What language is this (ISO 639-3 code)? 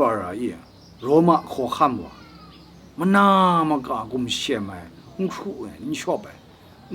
kac